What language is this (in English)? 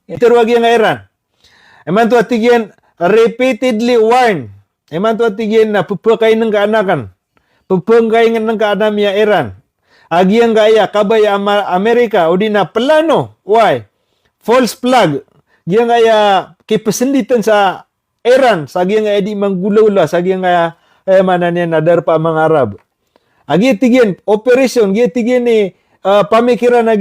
Maranao